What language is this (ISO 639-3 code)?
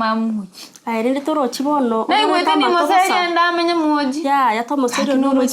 guz